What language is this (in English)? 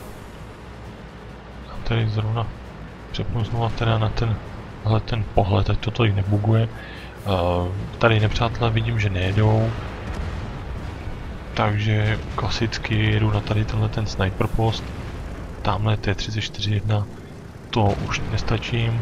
Czech